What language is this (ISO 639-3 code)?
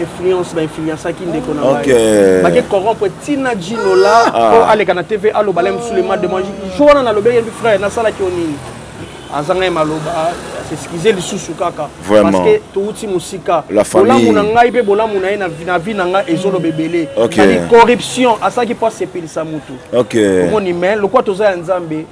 lin